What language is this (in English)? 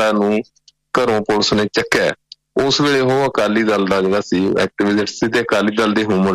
Punjabi